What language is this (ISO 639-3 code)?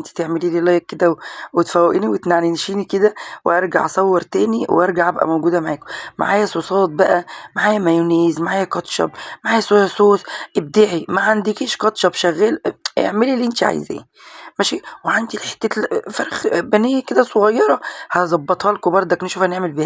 arz